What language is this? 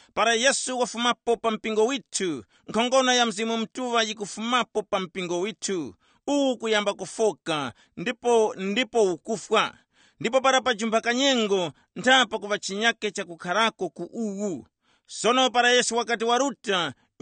Tumbuka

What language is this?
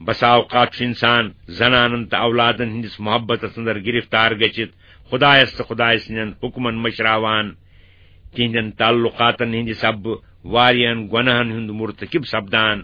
Kashmiri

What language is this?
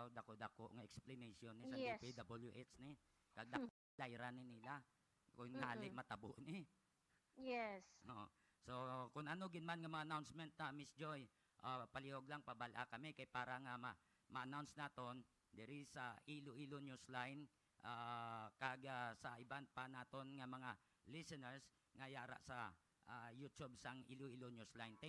Hiligaynon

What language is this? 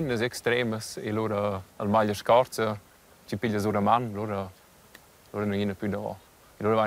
Romansh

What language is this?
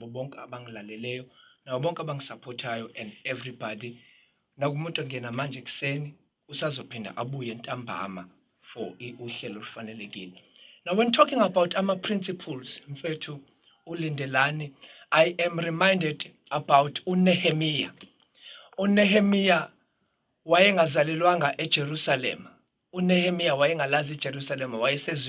Zulu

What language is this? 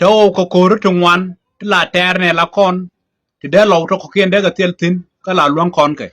Nuer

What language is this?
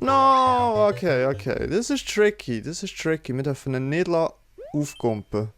Swiss German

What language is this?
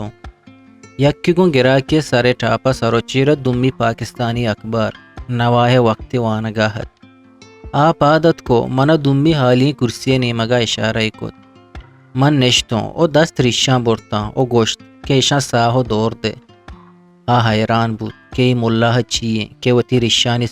Eastern Balochi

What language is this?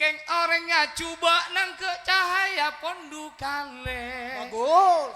Madurese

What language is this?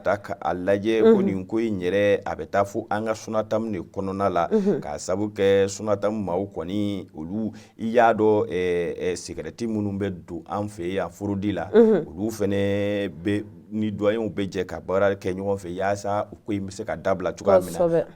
Bambara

